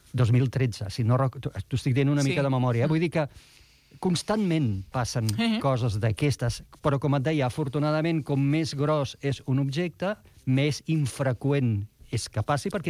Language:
Catalan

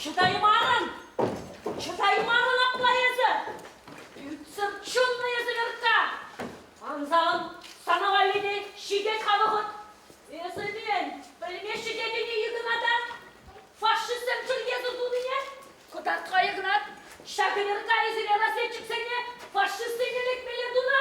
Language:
Chuvash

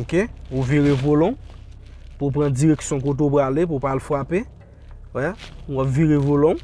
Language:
Haitian Creole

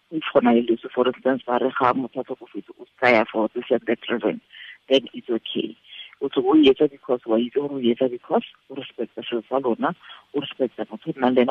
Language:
Tswana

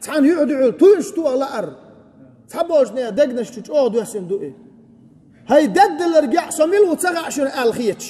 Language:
Chechen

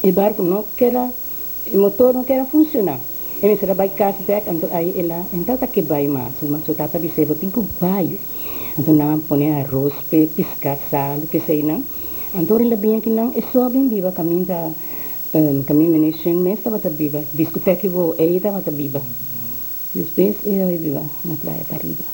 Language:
Papiamento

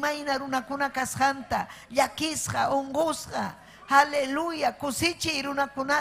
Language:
Ayacucho Quechua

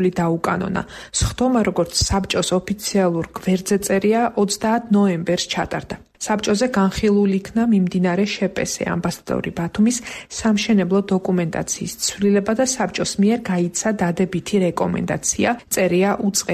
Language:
Georgian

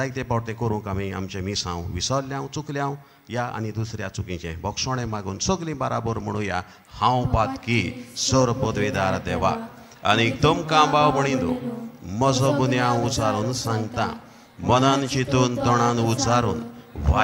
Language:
Konkani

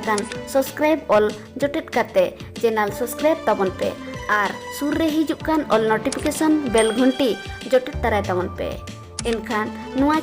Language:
Santali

